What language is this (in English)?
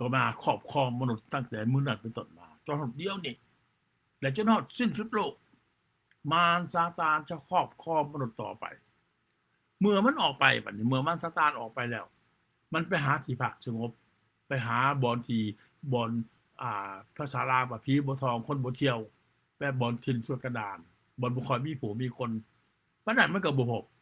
Lao